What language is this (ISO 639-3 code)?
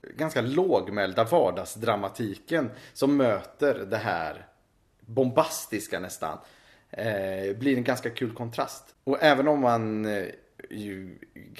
swe